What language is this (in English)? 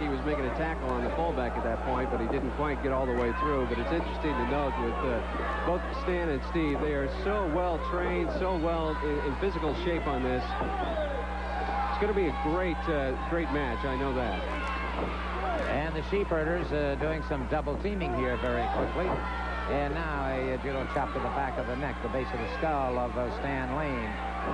English